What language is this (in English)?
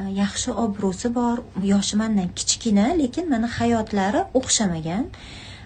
Uzbek